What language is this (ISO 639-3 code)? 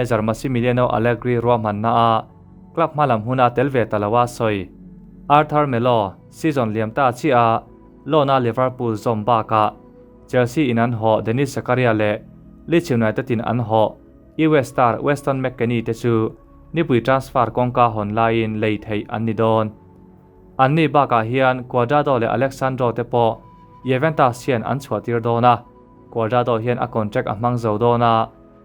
lus